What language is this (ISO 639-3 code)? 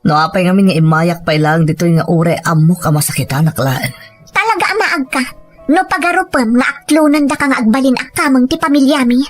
ilo